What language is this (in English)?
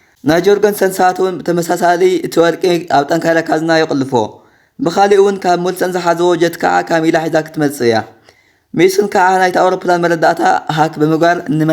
Tigrinya